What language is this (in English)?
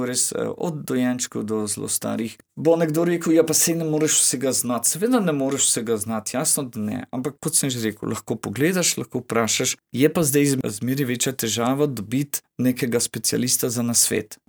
Slovenian